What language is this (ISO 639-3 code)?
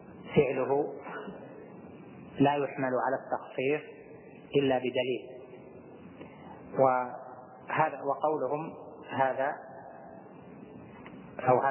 ara